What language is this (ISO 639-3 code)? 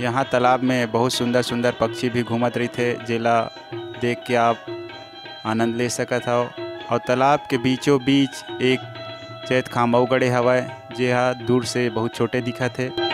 hne